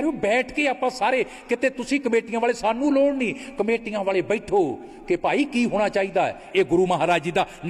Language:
Punjabi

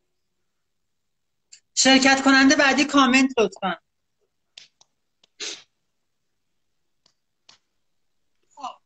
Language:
Persian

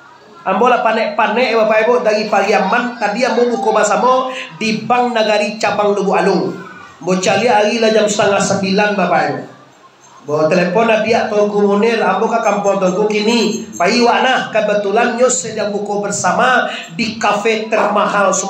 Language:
Minangkabau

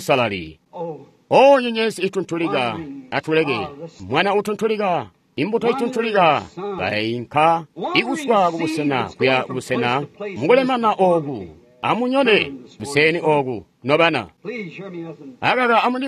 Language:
Tonga (Zambia)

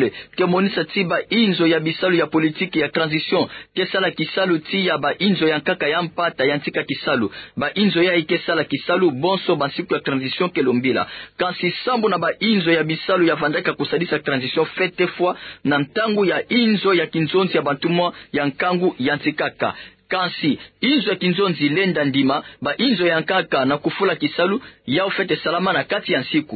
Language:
Kituba (Democratic Republic of Congo)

